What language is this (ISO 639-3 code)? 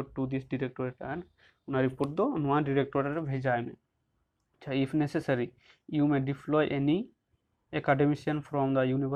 sat